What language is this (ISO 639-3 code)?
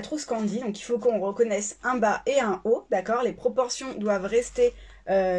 fra